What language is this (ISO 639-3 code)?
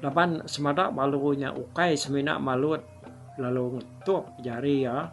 iba